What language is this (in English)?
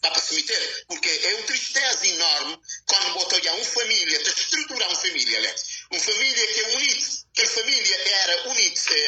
Kabuverdianu